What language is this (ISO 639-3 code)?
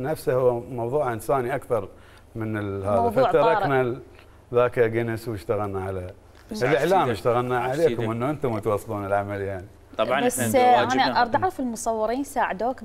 acm